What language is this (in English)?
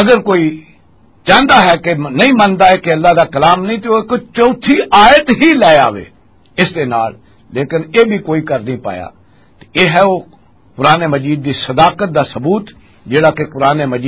Western Panjabi